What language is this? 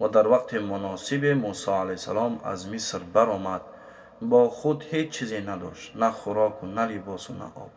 Tajik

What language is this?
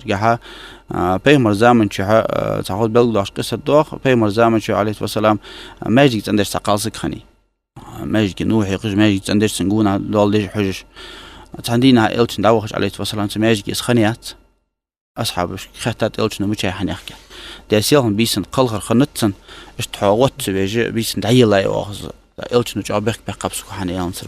Ingush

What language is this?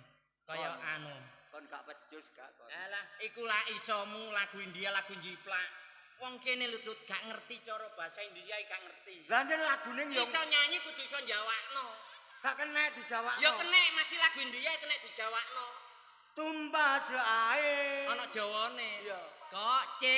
Javanese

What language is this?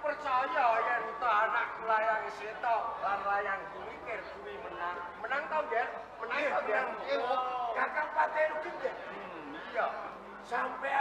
Javanese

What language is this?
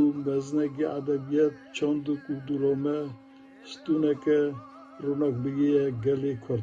Kurdish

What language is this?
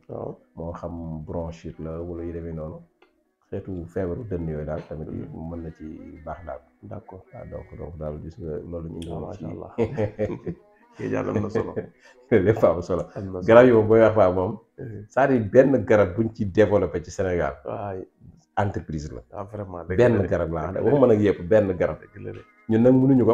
Wolof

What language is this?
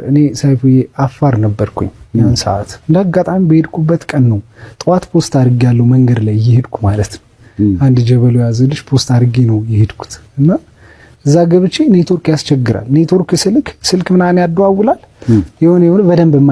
Amharic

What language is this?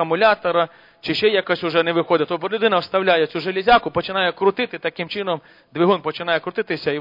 Ukrainian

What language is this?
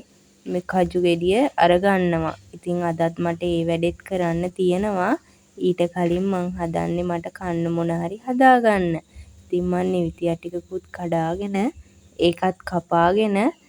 Sinhala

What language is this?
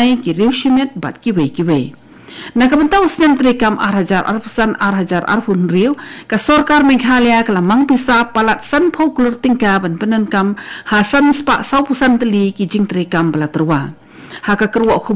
Khasi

